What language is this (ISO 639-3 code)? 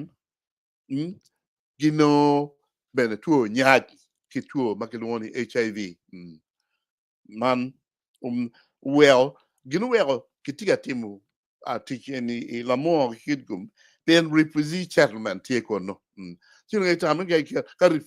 ach